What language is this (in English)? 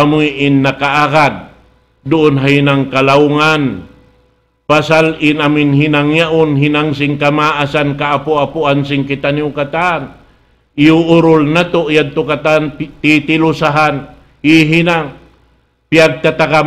Tausug